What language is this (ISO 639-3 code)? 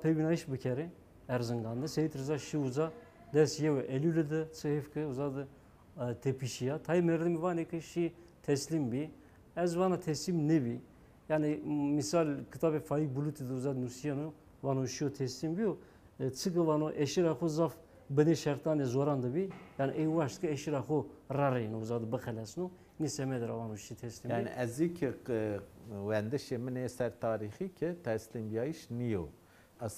zza